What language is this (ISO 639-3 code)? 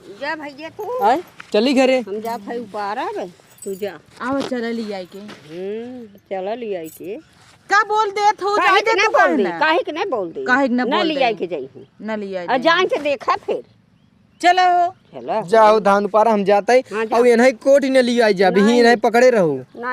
awa